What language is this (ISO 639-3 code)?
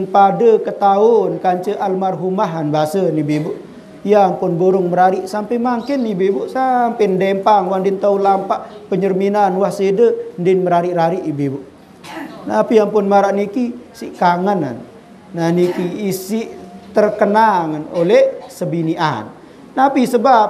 sas